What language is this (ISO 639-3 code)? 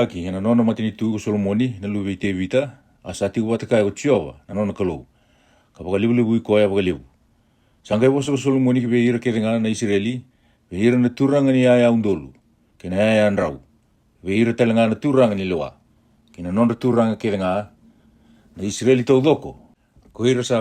fij